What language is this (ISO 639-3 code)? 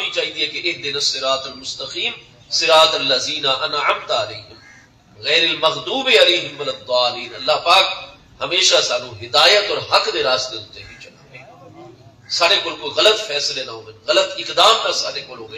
skr